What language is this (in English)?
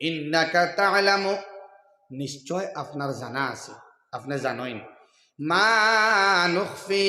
Sylheti